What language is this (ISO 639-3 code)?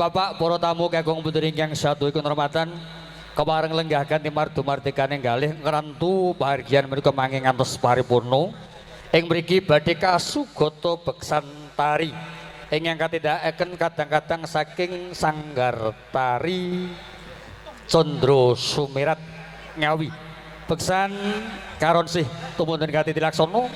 jav